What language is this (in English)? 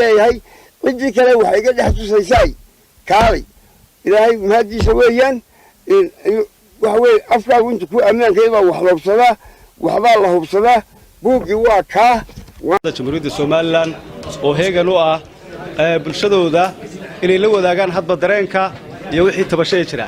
Somali